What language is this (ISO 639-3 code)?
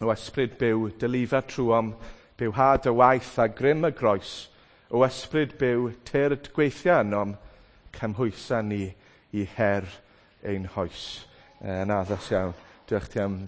cym